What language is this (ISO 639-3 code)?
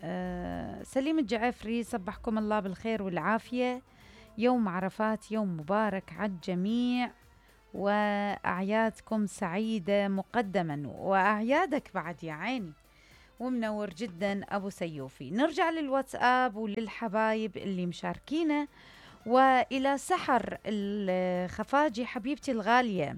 acm